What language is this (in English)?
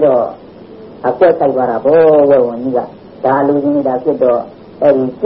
Burmese